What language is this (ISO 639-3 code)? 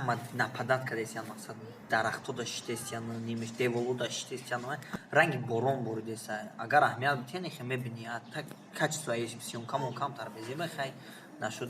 tgk